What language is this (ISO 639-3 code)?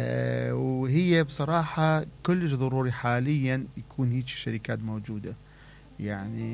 acm